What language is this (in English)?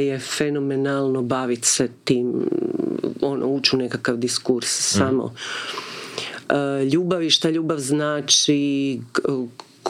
Croatian